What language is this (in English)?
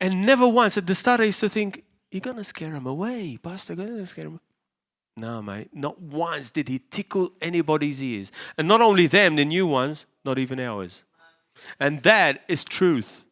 English